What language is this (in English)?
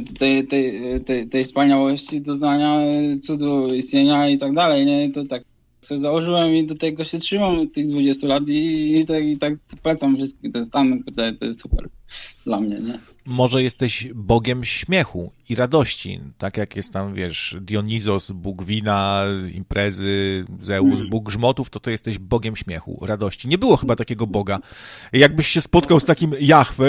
Polish